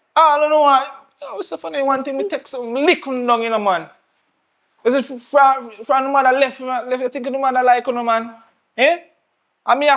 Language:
Jamaican Creole English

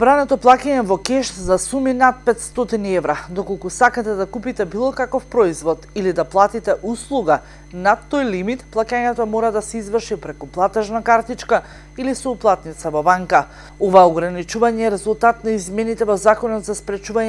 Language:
Macedonian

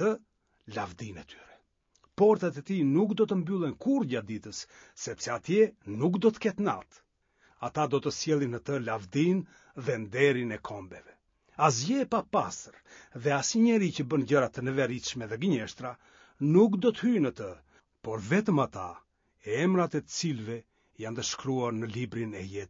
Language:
Albanian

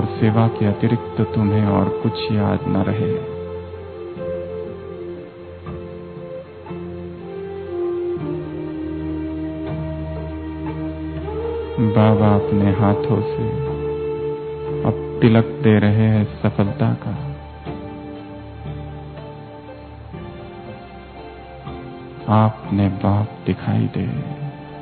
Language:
Hindi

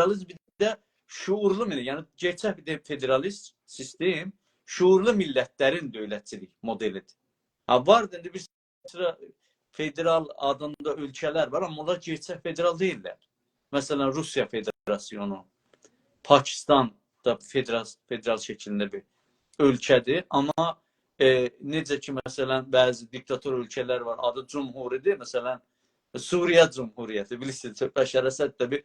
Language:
South Azerbaijani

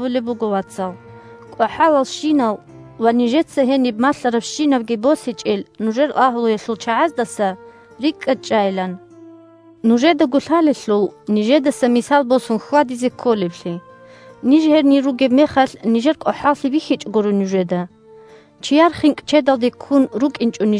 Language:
Avaric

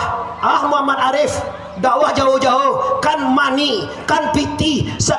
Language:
Minangkabau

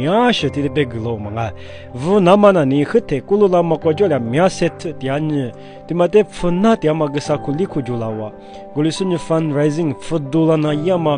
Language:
Lisu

